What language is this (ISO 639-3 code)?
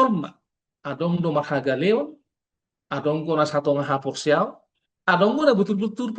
bbc